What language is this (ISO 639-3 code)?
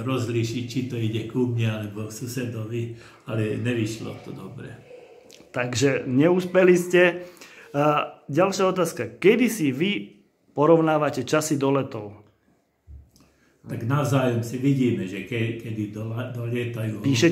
slk